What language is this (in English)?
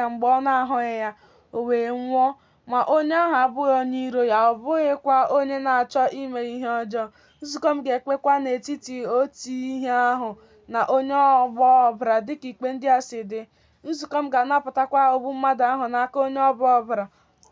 Igbo